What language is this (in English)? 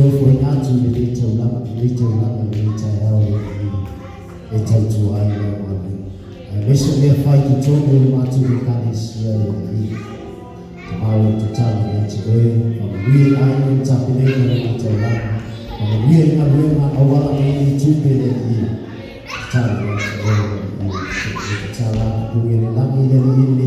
Samoan